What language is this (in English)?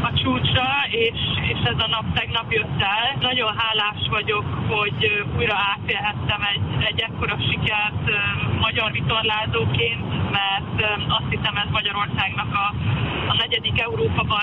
Hungarian